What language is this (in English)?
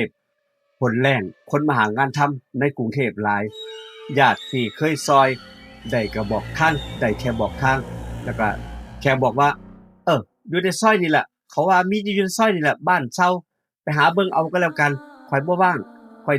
Northeastern Thai